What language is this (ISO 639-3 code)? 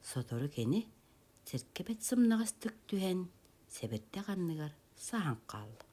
sah